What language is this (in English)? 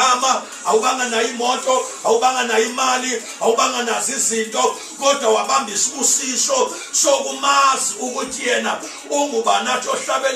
Zulu